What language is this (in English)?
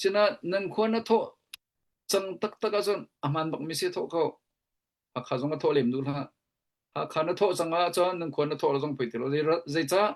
Hakha Chin